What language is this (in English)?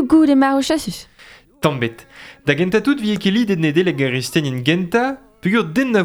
Breton